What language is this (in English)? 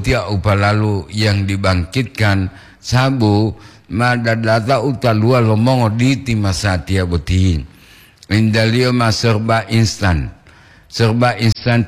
Gorontalo